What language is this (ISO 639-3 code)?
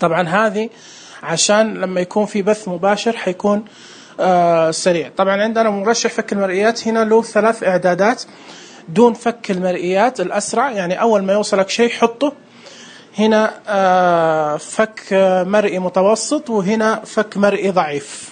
ars